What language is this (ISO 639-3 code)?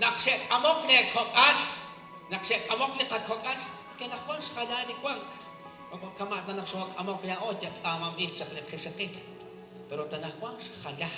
kek